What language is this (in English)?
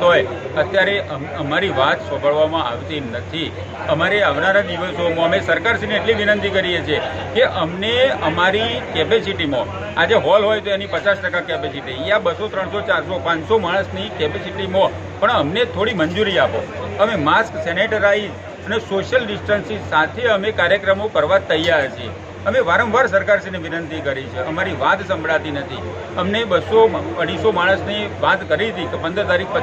Gujarati